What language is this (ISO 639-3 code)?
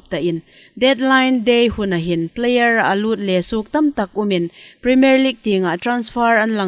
hmr